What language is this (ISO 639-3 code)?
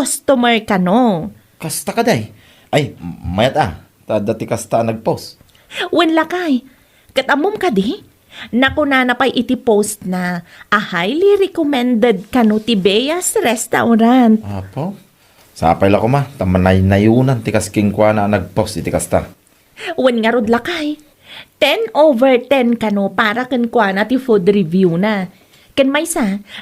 ilo